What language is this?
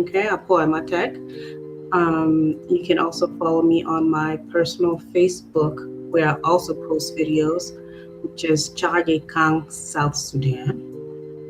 Acoli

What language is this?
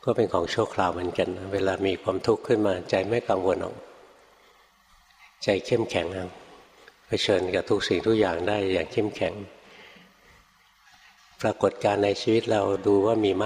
Thai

